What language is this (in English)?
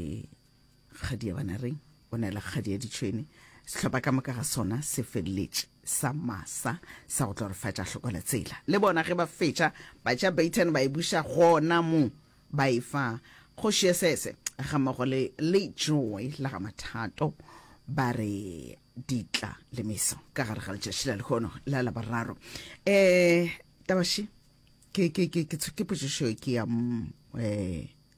Northern Sotho